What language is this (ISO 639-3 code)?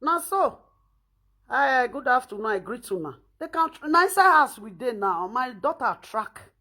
pcm